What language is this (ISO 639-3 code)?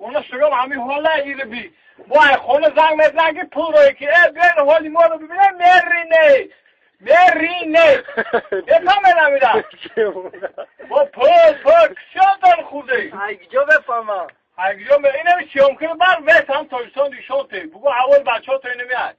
tgk